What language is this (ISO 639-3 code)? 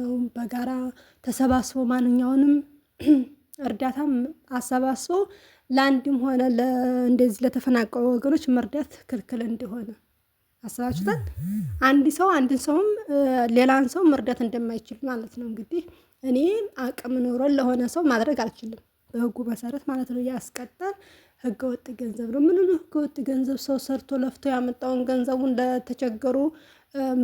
amh